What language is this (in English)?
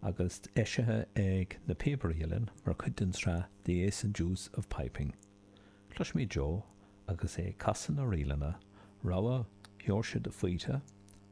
Irish